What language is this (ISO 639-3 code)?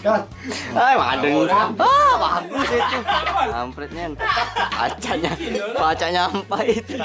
mui